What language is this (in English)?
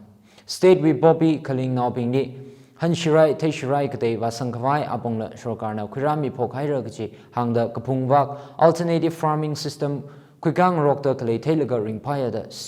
Tangkhul Naga (India)